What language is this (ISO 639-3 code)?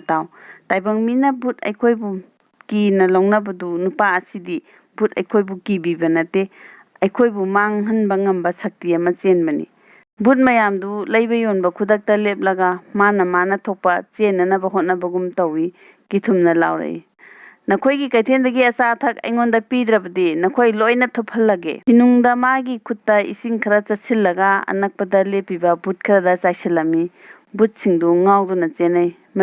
mni